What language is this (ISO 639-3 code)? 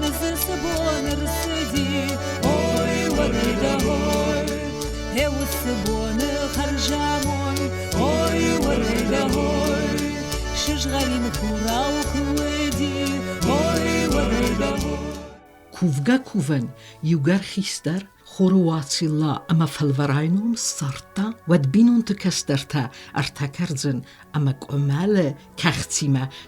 oss